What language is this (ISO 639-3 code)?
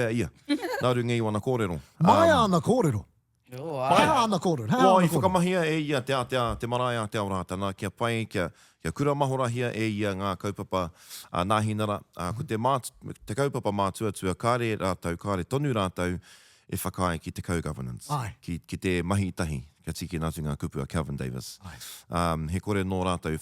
mri